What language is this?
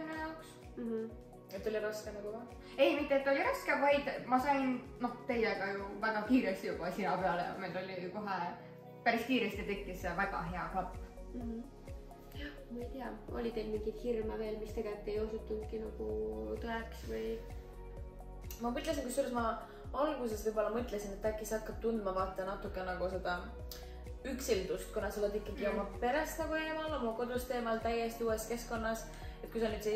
Estonian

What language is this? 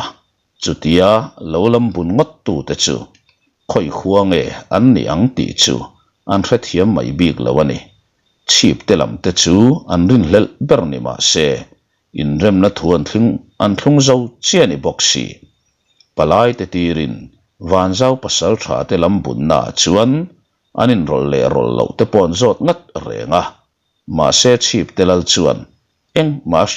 Mizo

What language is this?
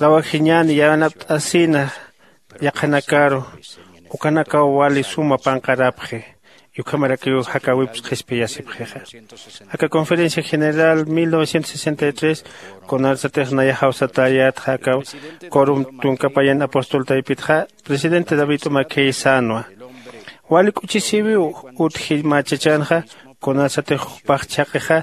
Aymara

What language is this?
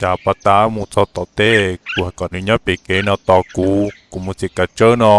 Hmong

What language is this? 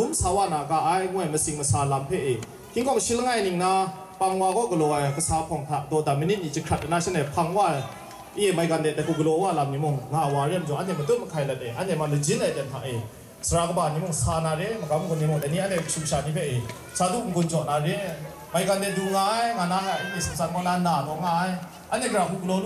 Kachin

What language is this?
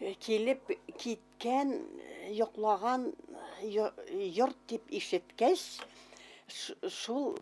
Bashkir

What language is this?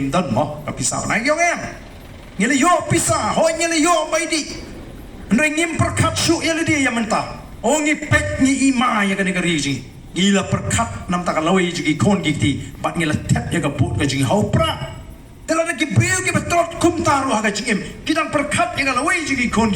Khasi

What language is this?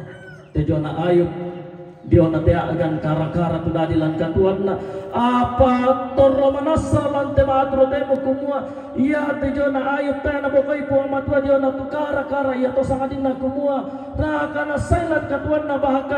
Toraja-Sa'dan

